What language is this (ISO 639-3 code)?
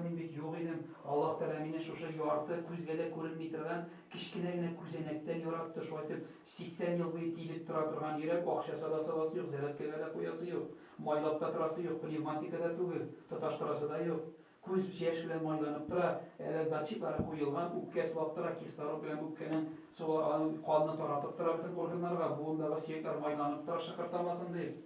tat